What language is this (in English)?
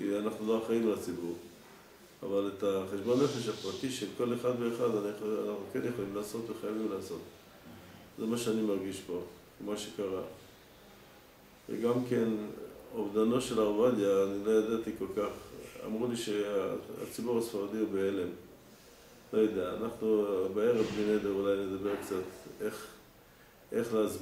Hebrew